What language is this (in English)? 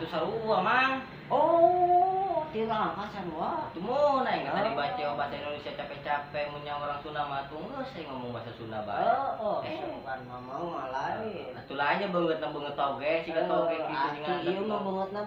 Sundanese